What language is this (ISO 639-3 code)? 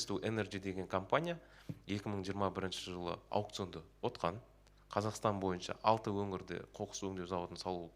kaz